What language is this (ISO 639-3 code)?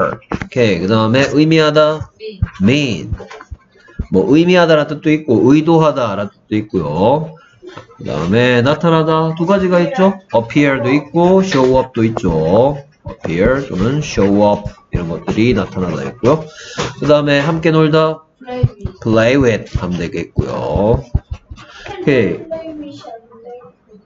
kor